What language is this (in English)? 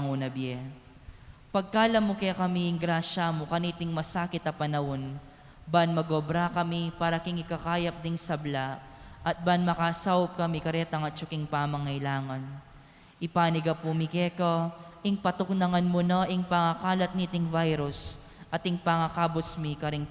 Pampanga